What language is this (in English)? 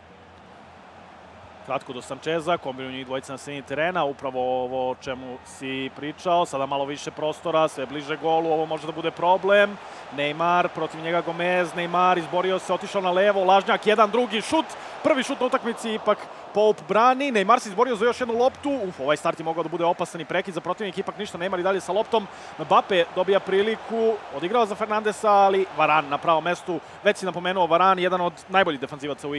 Serbian